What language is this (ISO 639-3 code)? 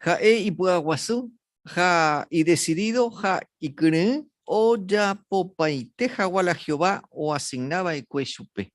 grn